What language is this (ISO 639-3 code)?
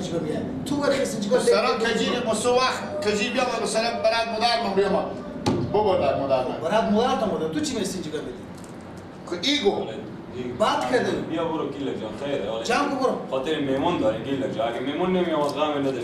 fas